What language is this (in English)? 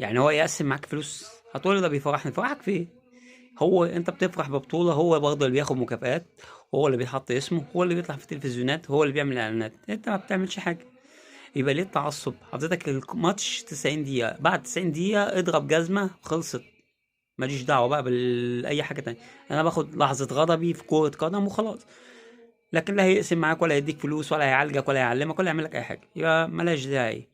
Egyptian Arabic